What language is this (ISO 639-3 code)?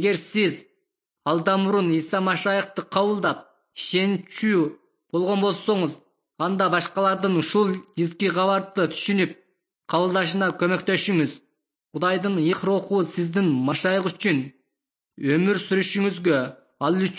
kir